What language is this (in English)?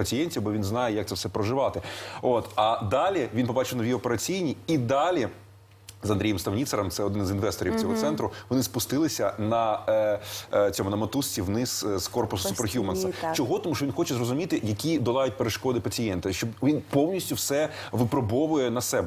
Ukrainian